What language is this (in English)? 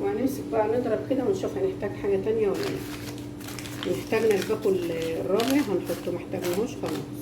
Egyptian Arabic